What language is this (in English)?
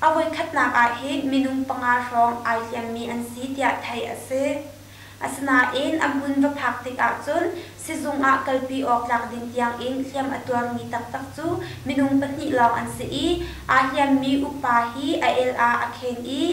Hakha Chin